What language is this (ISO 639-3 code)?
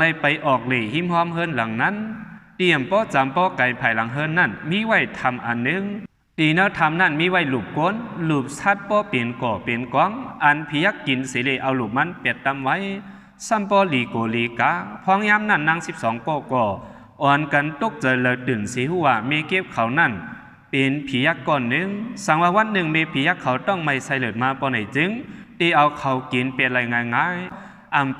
shn